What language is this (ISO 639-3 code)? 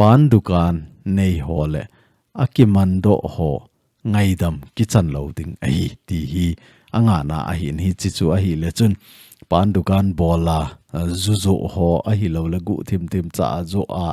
tcz